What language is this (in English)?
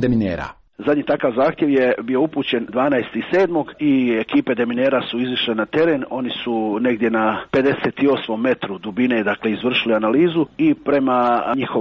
Croatian